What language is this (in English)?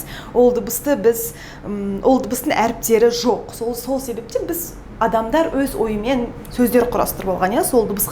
Kazakh